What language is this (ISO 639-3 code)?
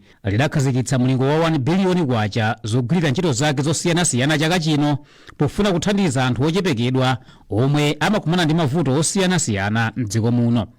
nya